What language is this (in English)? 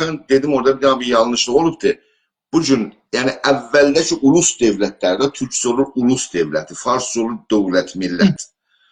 South Azerbaijani